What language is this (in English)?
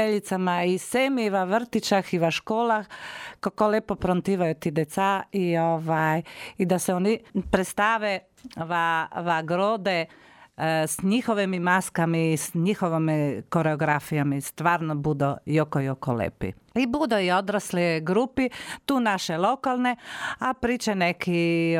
Croatian